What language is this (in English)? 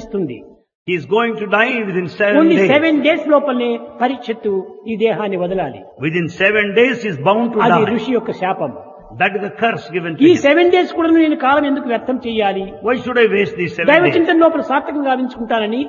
Telugu